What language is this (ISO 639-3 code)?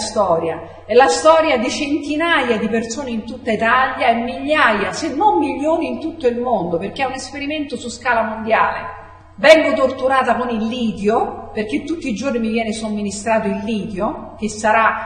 ita